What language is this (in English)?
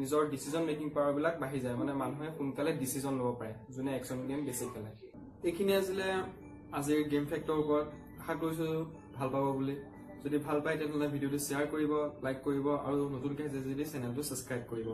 Assamese